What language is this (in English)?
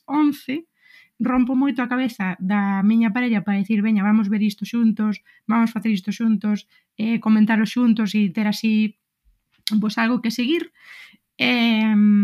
Galician